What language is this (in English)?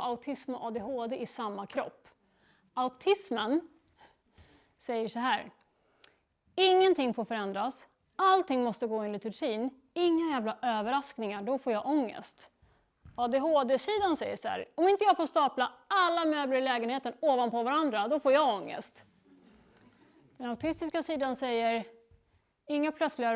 Swedish